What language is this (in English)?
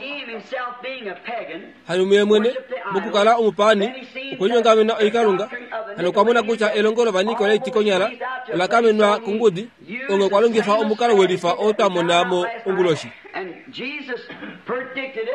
Kuanyama